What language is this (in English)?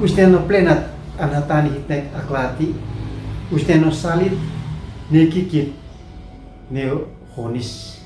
Uab Meto